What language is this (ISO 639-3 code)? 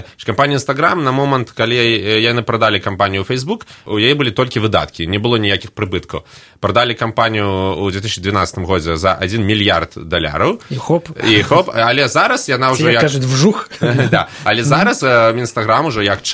bel